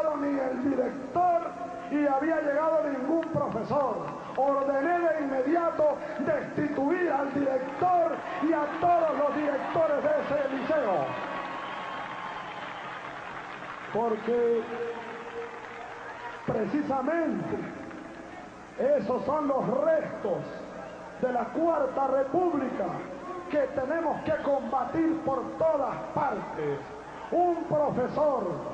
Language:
Spanish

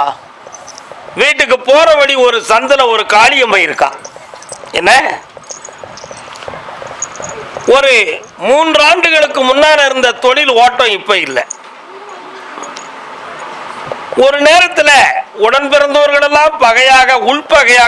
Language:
Tamil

